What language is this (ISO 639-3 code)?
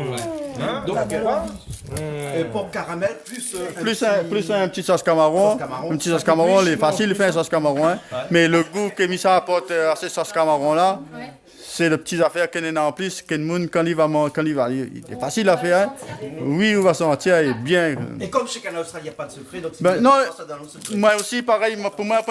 rcf